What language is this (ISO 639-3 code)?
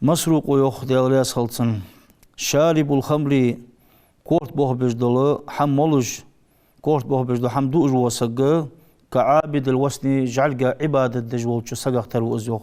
inh